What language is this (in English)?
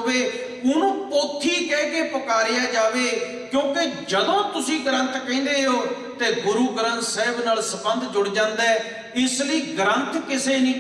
Punjabi